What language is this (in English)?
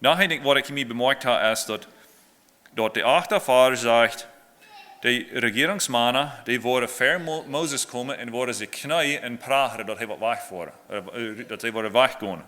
Plautdietsch